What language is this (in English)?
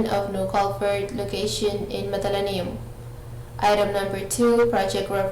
Pohnpeian